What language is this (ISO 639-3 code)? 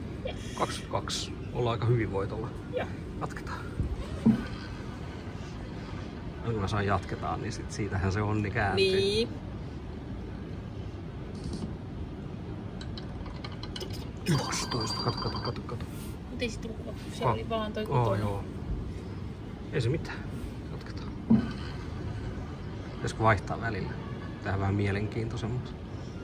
fin